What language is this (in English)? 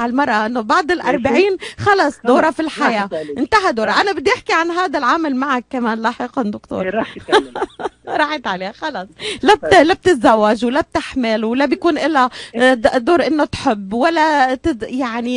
North Levantine Arabic